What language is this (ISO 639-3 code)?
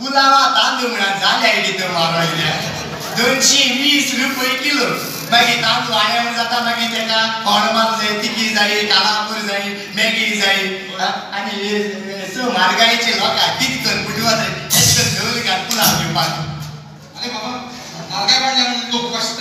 kok